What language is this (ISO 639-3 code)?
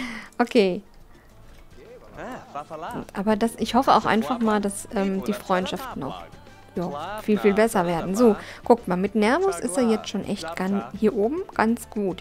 deu